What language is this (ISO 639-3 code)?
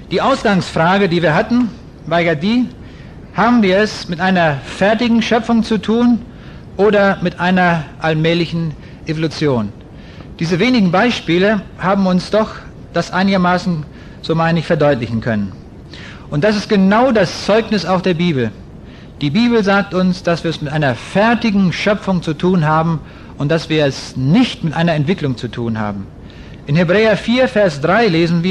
deu